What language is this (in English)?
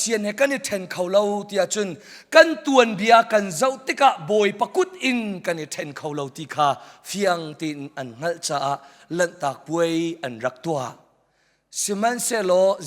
Hakha Chin